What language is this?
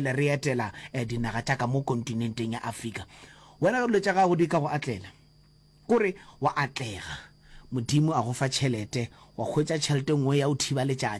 Northern Sotho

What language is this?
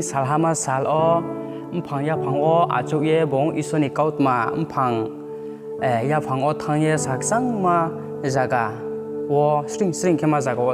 Riang (India)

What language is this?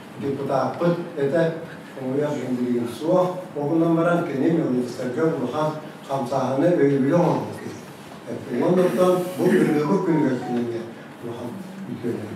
Yakut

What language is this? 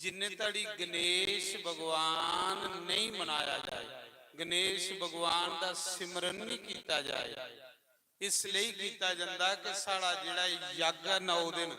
Dogri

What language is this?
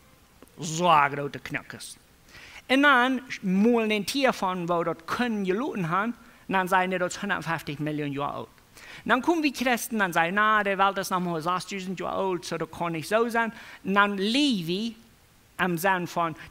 Plautdietsch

